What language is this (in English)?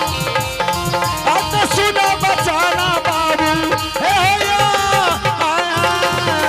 Angika